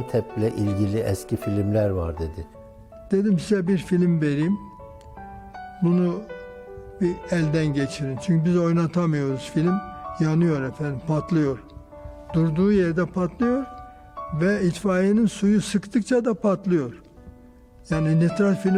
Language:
Turkish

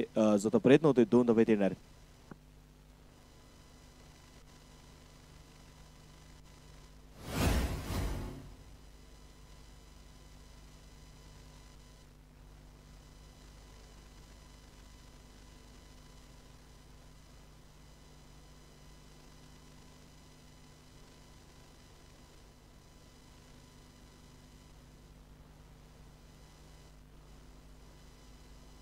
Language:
Marathi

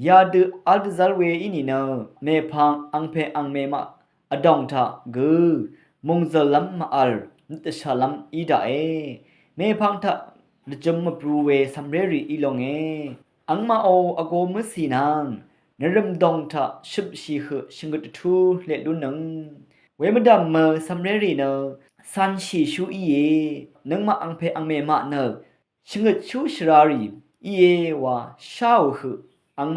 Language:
Rawang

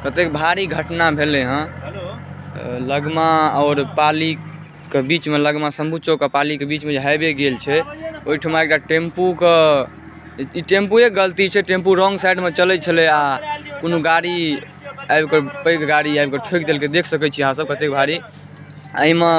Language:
Maithili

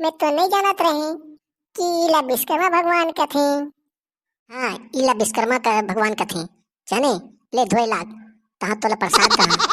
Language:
Chhattisgarhi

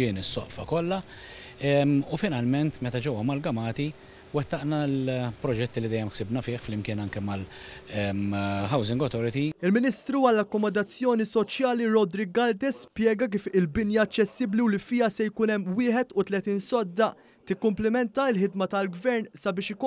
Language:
Maltese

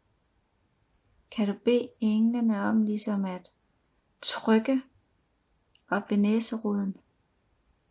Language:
Danish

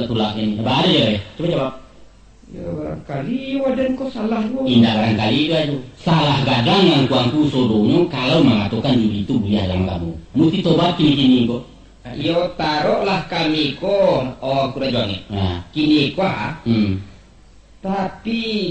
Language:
Minangkabau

